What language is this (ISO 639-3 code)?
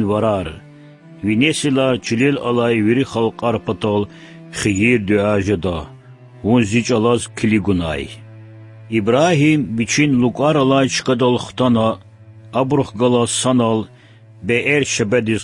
lez